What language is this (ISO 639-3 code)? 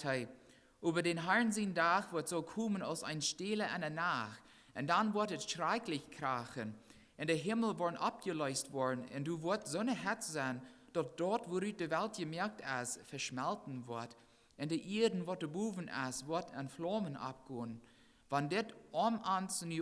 pdt